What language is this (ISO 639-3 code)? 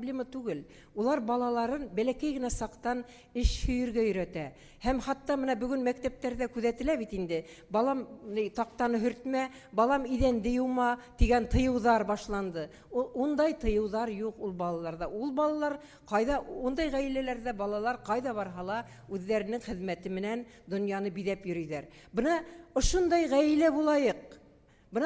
bak